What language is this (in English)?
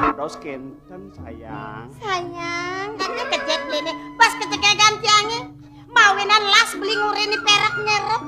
Balinese